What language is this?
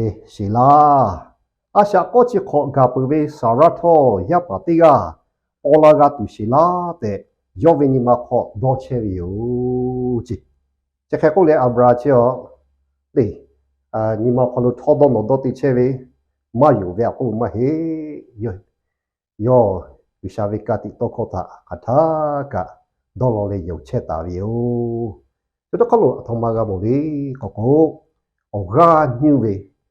Lahu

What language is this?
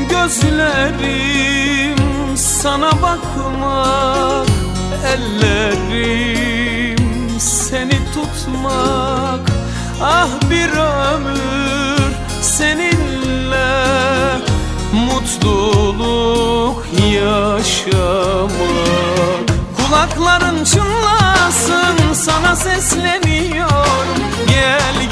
Turkish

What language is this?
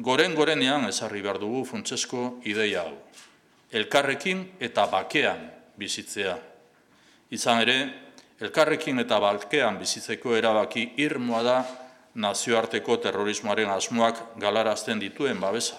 Basque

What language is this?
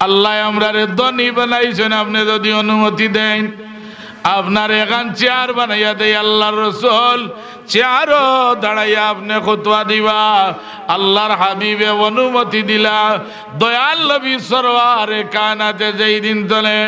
Sylheti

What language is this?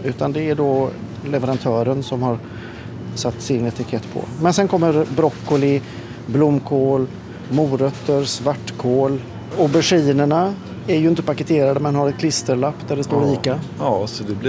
Swedish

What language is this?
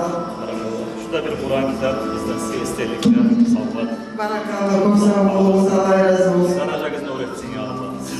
Kumyk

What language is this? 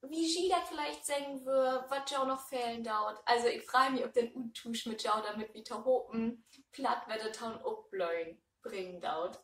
Low German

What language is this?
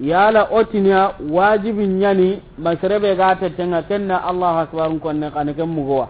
Soninke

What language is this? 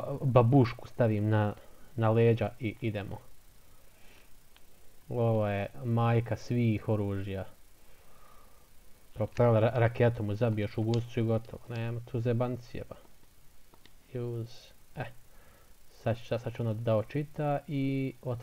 Bosnian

